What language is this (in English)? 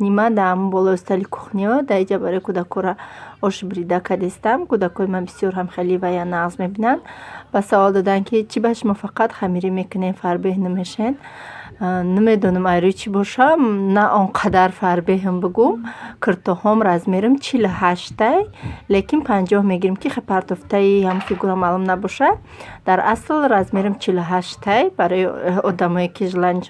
Tajik